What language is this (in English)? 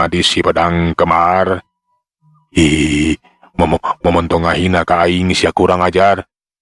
Sundanese